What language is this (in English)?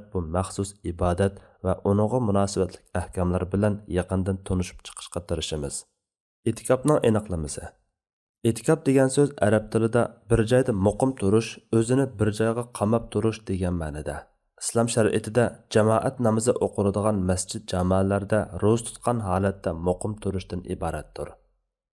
Uyghur